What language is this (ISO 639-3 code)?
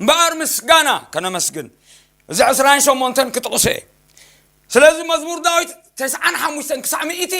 tir